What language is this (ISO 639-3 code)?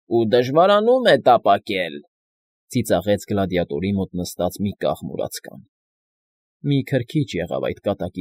hye